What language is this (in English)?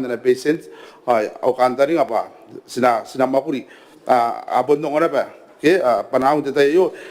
Gilbertese